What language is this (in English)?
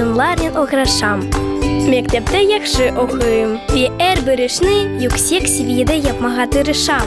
Crimean Tatar